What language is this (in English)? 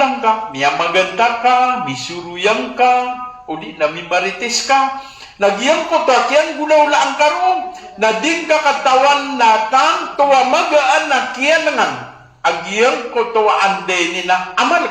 Maranao